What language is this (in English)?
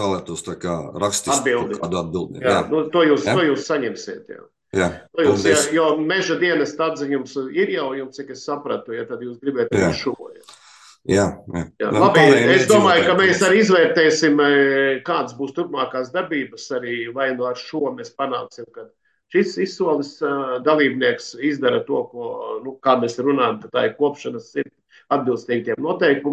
Latvian